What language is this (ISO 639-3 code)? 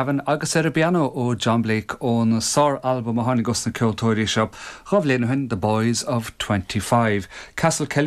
gle